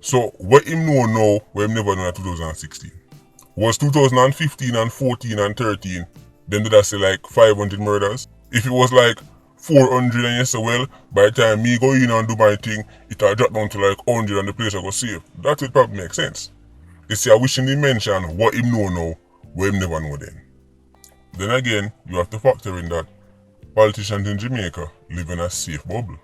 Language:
Jamaican Creole English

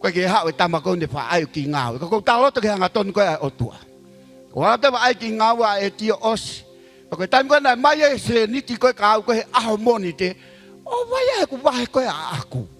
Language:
Tongan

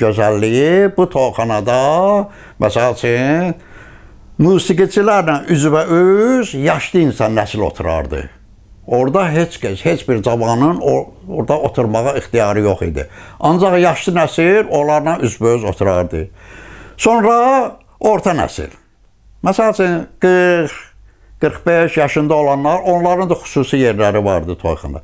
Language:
Azerbaijani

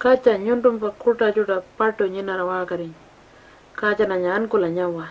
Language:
Pitjantjatjara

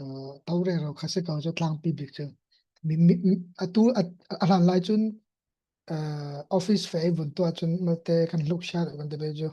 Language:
Falam Chin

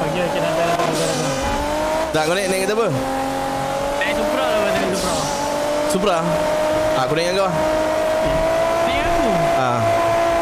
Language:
Malay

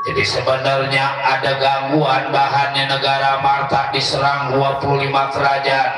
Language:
Betawi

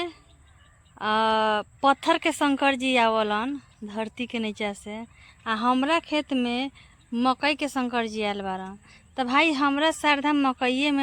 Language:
Bhojpuri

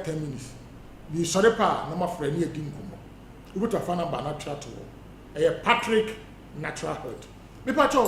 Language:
Akan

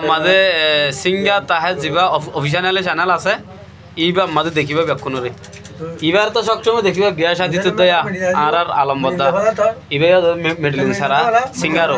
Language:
Rohingya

